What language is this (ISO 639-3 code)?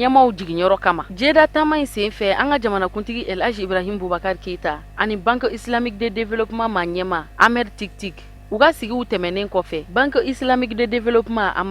bam